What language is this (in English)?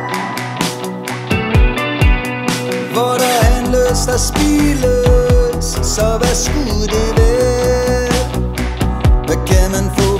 Danish